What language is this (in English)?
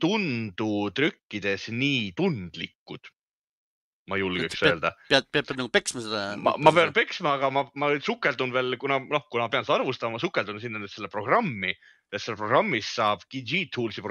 Estonian